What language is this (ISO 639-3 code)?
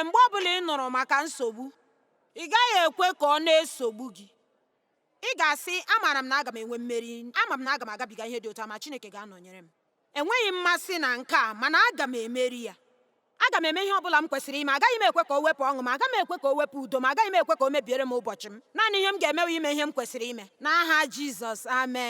ibo